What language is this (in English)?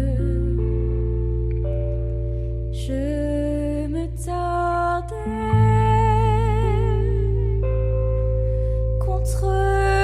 French